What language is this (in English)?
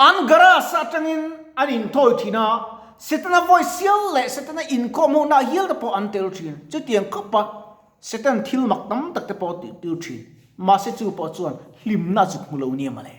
Mizo